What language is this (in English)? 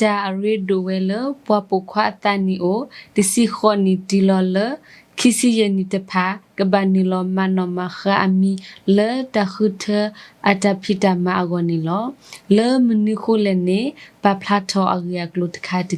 S'gaw Karen